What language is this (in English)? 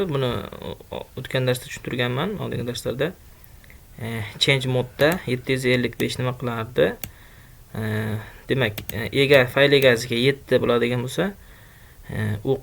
Uzbek